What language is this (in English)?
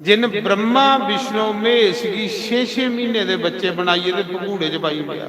Dogri